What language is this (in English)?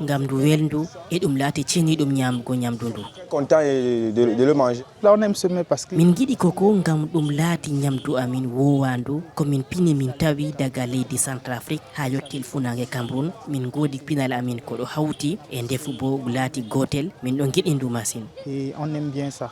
Fula